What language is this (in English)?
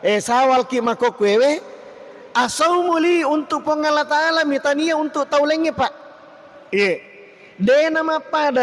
Buginese